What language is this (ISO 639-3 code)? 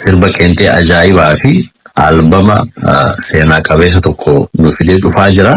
orm